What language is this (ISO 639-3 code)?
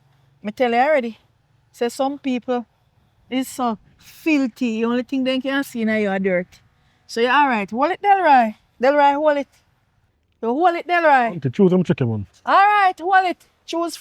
jam